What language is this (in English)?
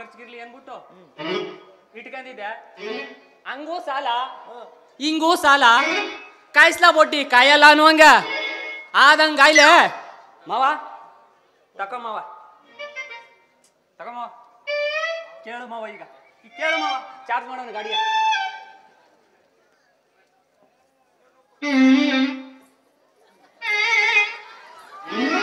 Kannada